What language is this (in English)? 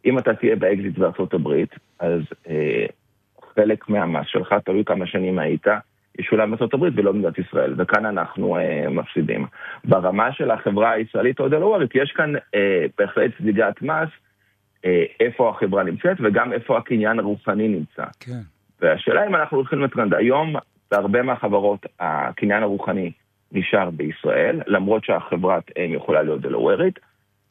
Hebrew